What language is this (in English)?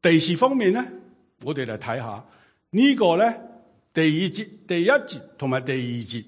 Cantonese